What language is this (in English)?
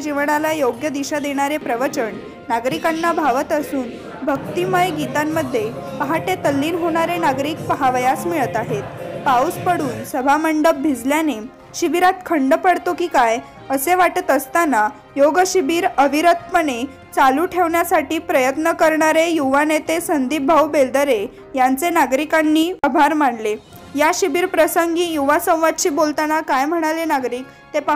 Marathi